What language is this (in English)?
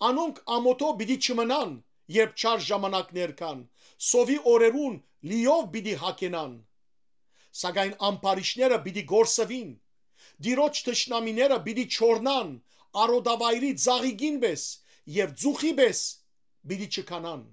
Western Armenian